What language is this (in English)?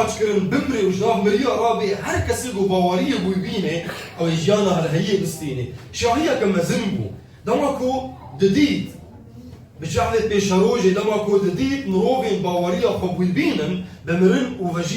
Kurdish